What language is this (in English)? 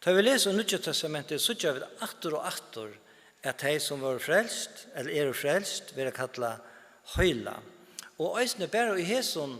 Faroese